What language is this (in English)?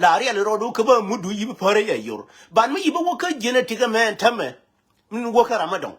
Nuer